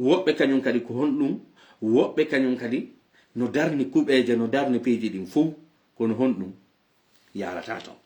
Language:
Fula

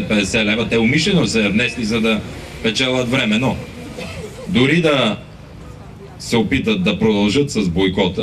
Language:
Bulgarian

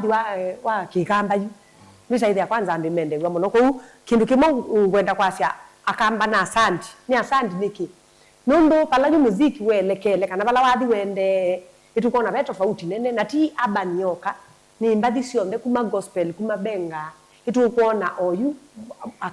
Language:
Kamba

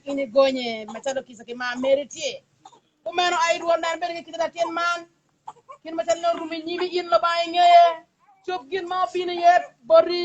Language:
Acoli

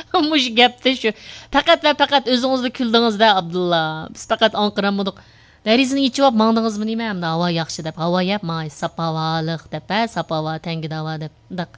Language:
Uyghur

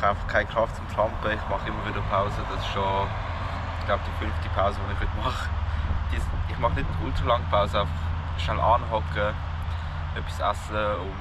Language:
Swiss German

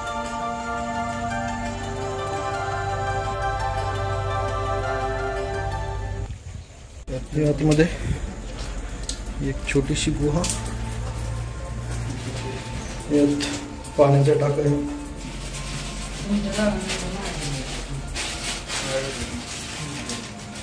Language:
Marathi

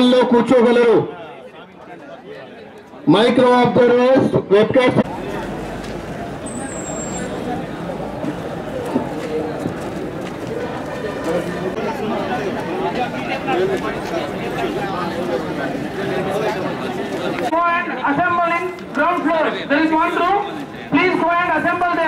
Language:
Telugu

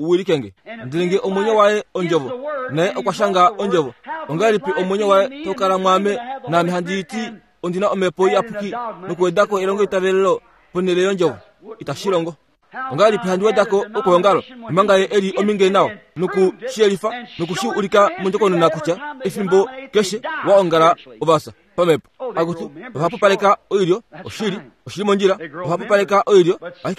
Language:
Kuanyama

